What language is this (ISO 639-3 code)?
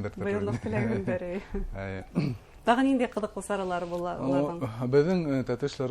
bak